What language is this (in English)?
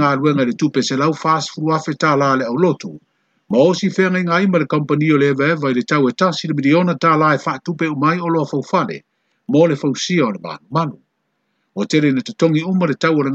Samoan